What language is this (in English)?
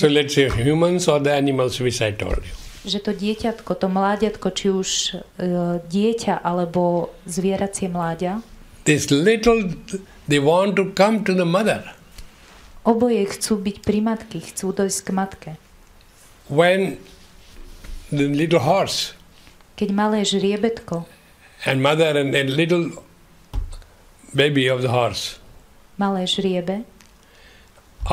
Slovak